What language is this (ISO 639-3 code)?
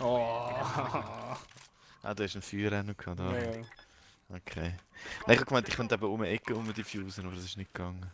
gsw